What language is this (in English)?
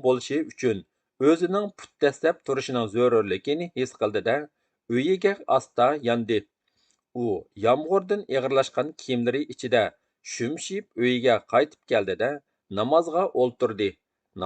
Uyghur